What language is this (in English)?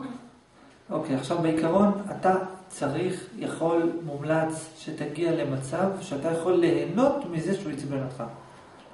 Hebrew